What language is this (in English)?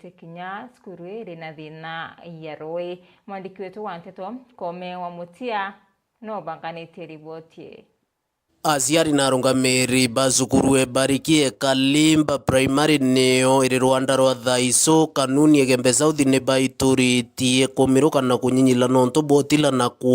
Meru